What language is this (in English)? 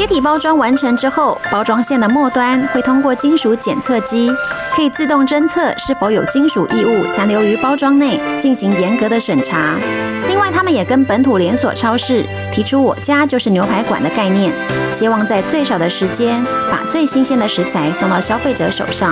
Chinese